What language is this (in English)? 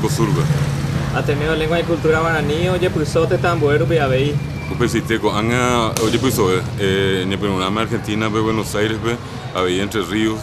Guarani